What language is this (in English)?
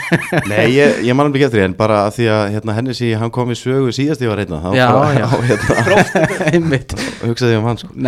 Icelandic